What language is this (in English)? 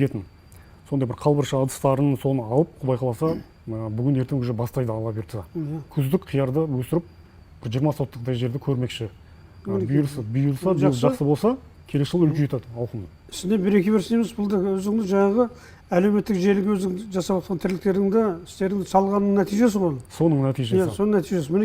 Kazakh